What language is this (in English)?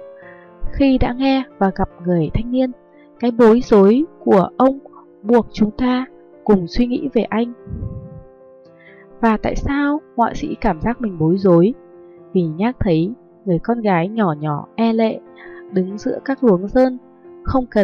Vietnamese